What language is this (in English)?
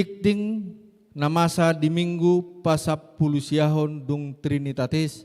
Batak Toba